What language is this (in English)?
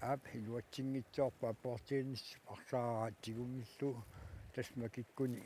Kalaallisut